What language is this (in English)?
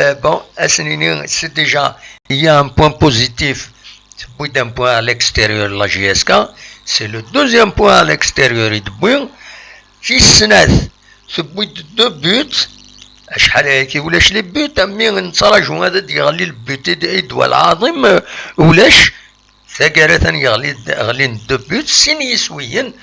Kabyle